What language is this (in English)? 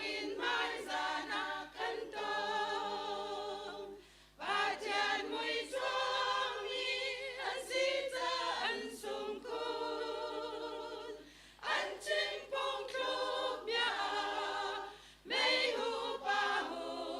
Hakha Chin